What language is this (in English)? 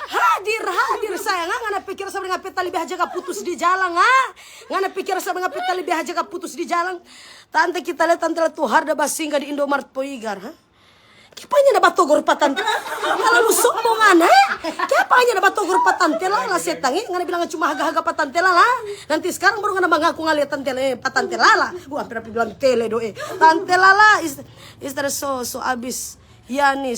Manado Malay